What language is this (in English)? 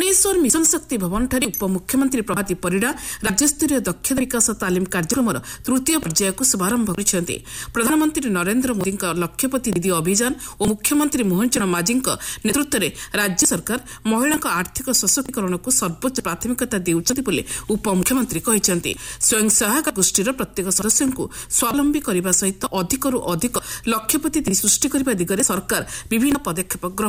Odia